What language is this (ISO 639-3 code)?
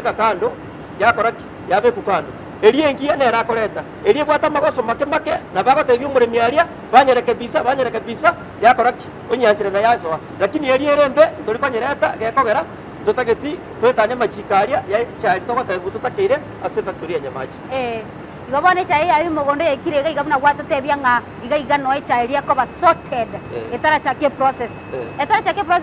guz